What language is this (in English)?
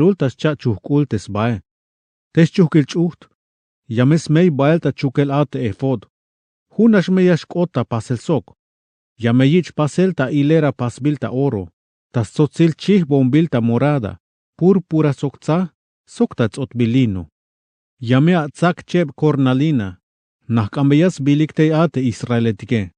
Tzeltal